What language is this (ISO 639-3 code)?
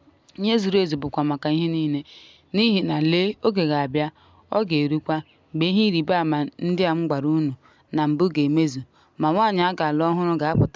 ibo